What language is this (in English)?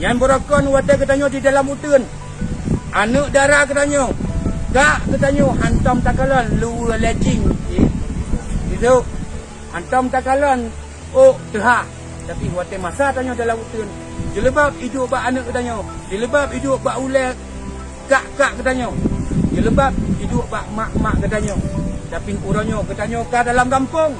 Achinese